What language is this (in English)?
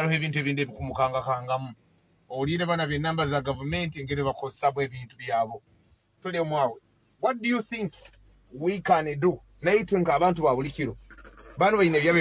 Nyoro